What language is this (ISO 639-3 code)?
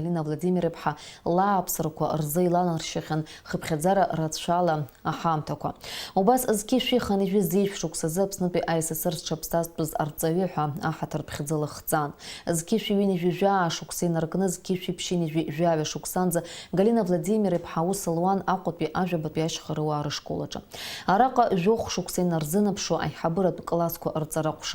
abk